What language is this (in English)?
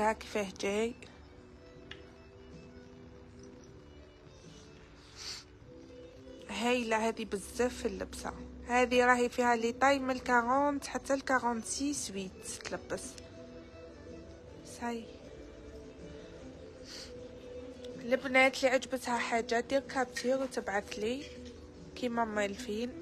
Algerian Arabic